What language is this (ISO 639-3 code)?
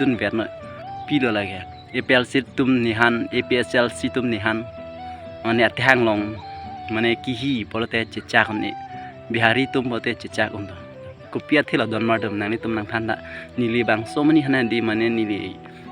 mjw